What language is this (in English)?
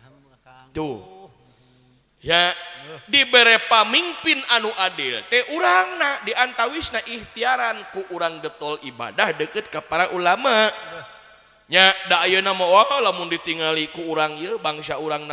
Sundanese